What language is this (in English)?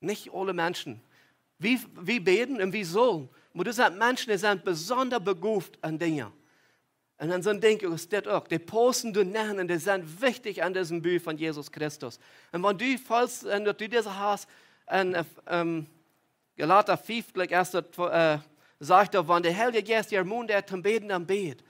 Plautdietsch